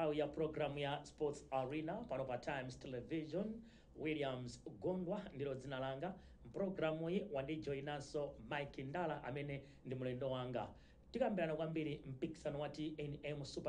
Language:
Nyanja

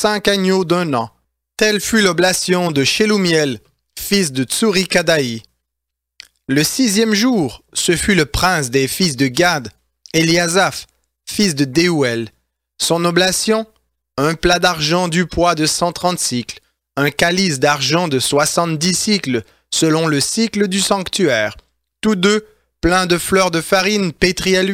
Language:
French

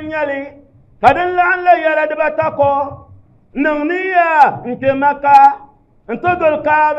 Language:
Dagbani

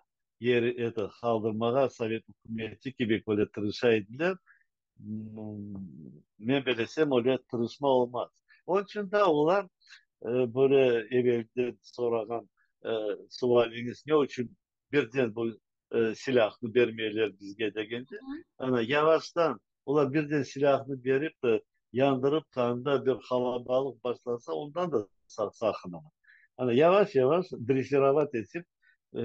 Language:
Crimean Tatar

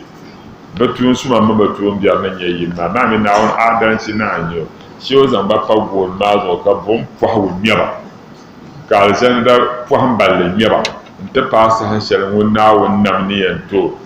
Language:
Dagbani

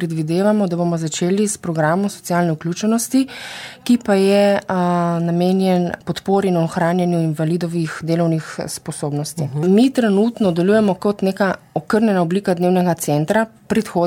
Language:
Slovenian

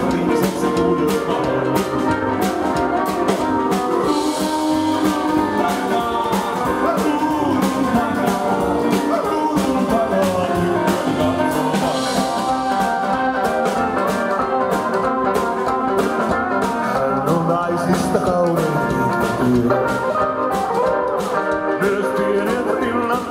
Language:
Finnish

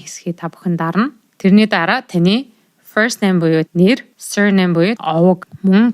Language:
Mongolian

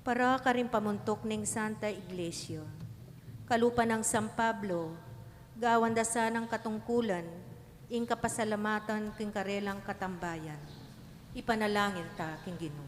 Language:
Pampanga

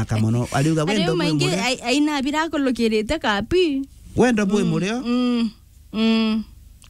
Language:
Meru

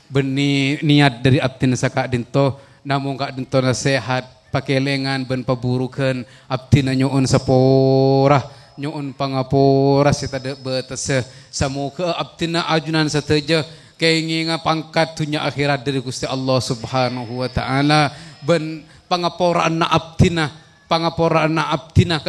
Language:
Madurese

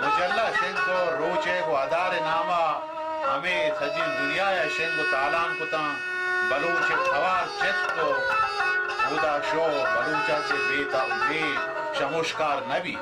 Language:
Baluchi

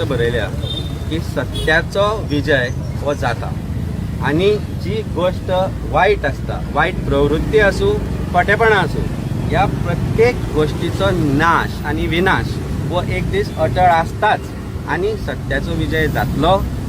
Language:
Konkani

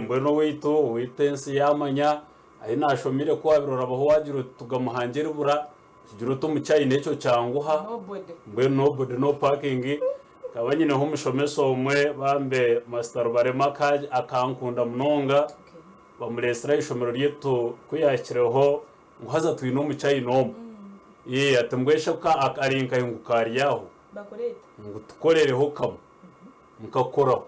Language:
Nyankole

